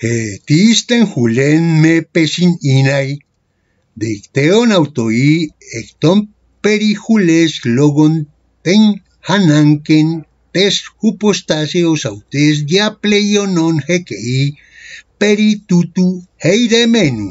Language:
Ancient Greek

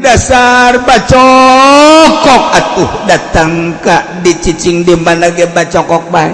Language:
Sundanese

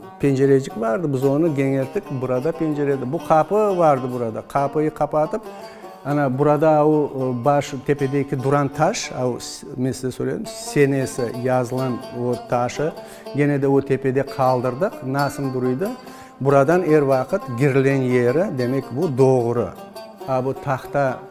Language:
Crimean Tatar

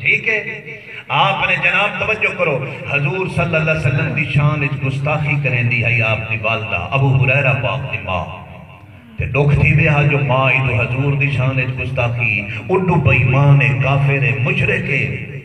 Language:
Saraiki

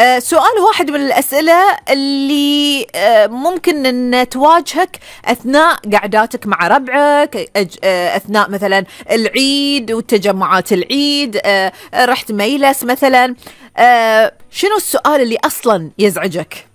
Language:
Gulf Arabic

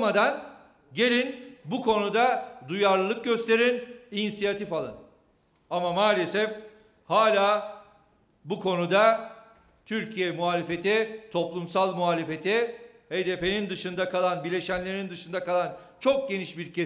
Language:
Turkish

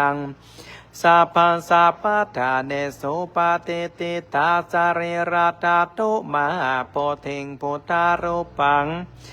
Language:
Pali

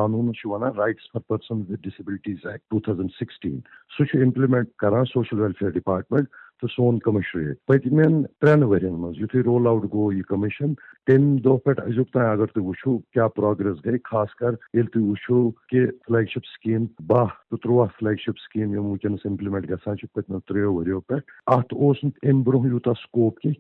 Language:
Kashmiri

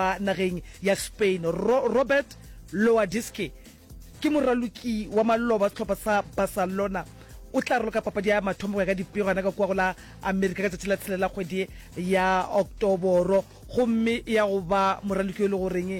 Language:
Northern Sotho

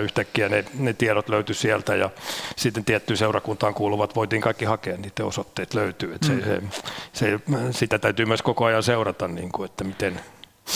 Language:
Finnish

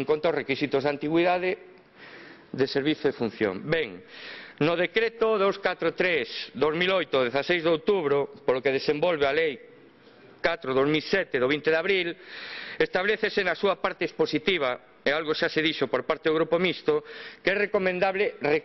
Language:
Galician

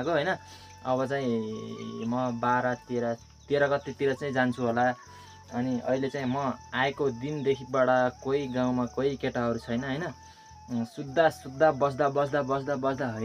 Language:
Nepali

